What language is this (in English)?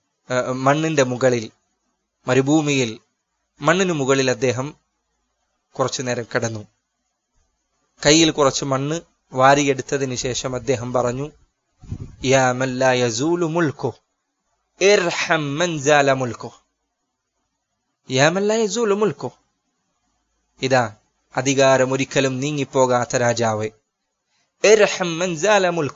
Malayalam